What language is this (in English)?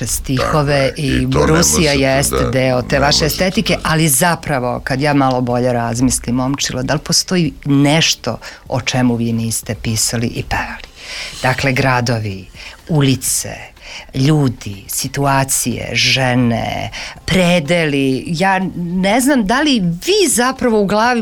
Serbian